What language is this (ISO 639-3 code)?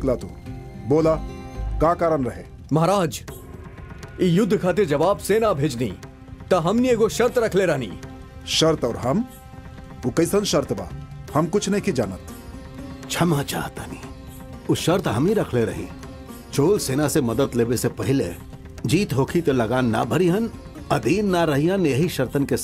bho